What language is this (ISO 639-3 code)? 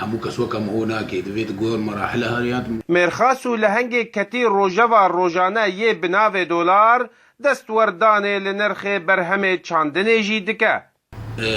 kur